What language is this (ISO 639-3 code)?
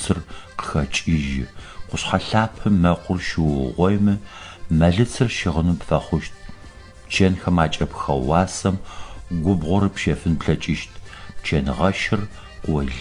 ady